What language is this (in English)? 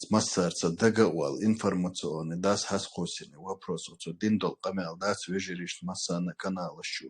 Chechen